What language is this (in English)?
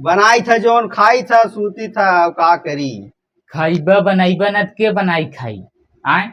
Bhojpuri